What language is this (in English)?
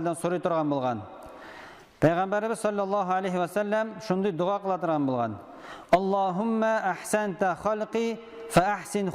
Tatar